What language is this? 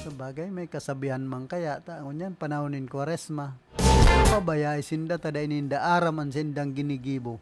Bikol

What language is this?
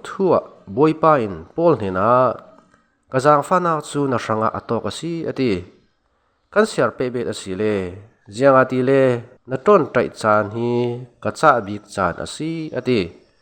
Falam Chin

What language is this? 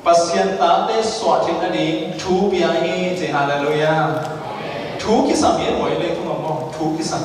Tedim Chin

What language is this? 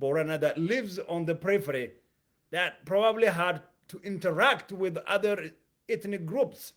English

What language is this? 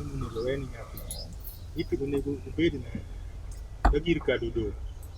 Luo (Kenya and Tanzania)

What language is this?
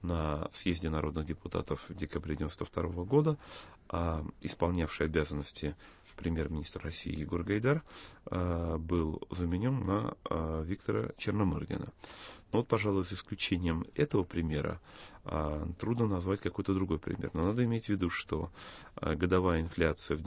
Russian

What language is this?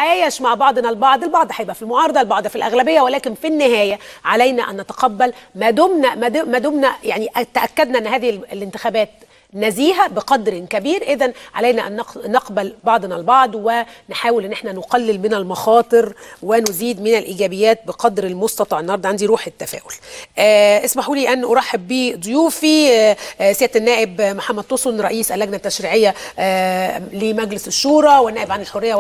Egyptian Arabic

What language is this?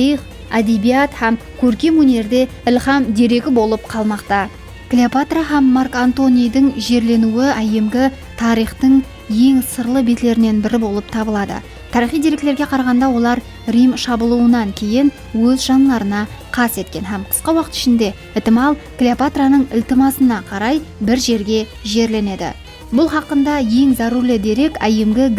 Kara-Kalpak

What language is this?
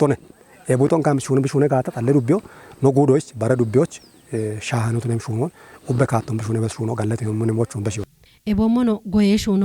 Kafa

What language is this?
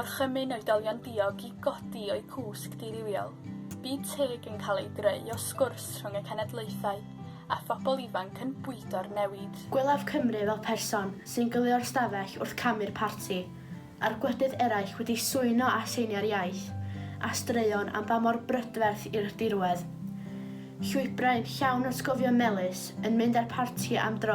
Welsh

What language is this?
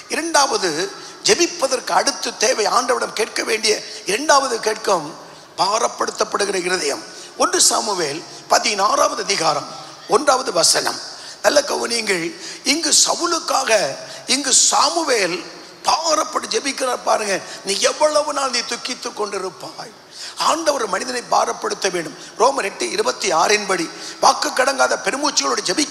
Tamil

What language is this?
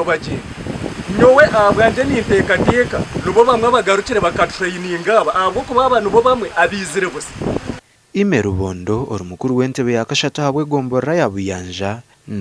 Nyankole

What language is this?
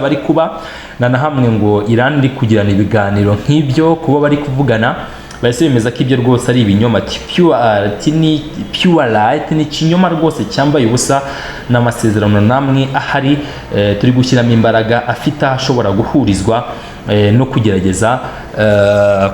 Kinyarwanda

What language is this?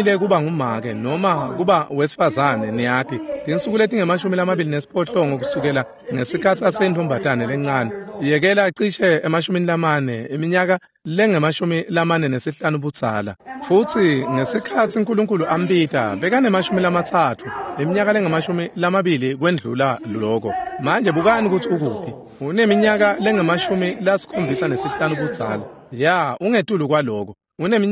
Swati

